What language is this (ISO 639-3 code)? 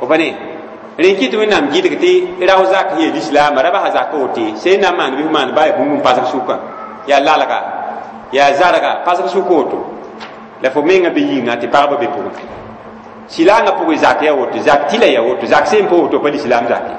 mos